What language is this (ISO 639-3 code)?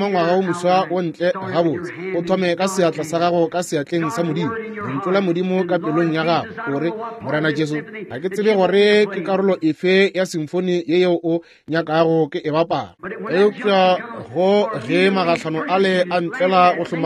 nso